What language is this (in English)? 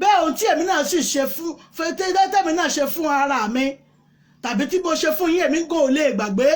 Yoruba